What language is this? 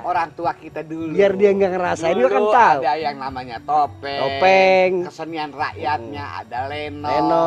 Betawi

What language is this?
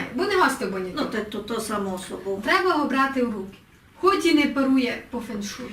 Rusyn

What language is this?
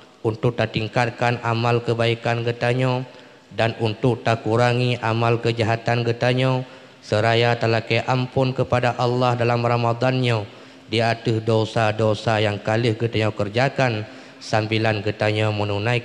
Achinese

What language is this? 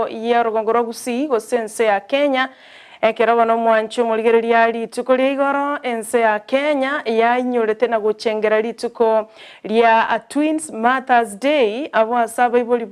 Gusii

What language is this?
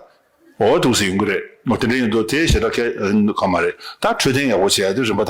Tibetan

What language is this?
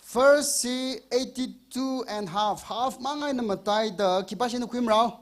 Tangkhul Naga (India)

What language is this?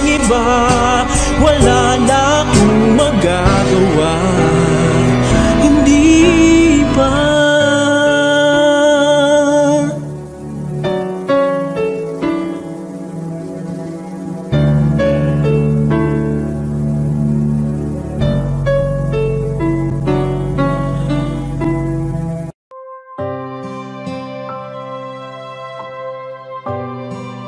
Filipino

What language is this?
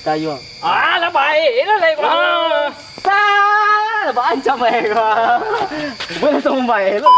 Minangkabau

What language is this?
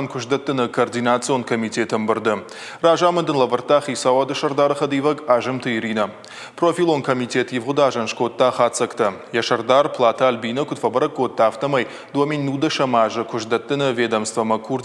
Ossetic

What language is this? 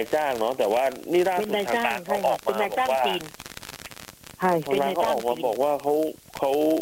Thai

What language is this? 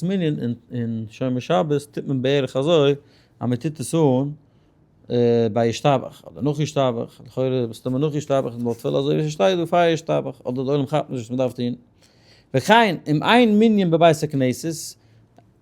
Yiddish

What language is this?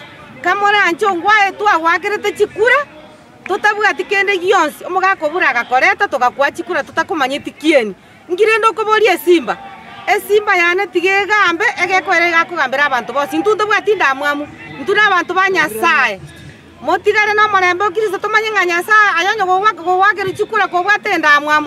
Gusii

